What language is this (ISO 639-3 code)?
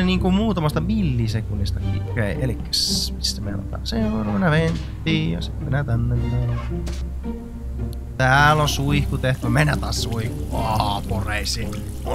fin